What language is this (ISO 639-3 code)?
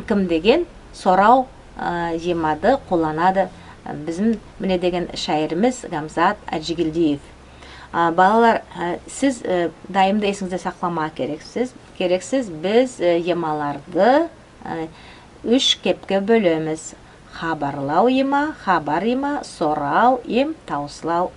nog